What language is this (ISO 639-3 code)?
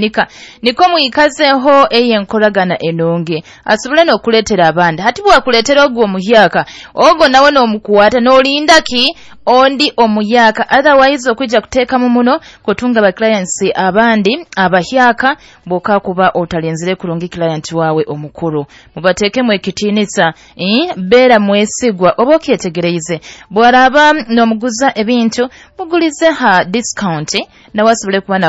nyo